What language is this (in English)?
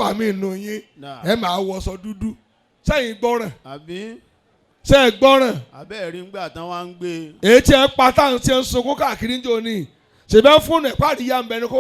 Yoruba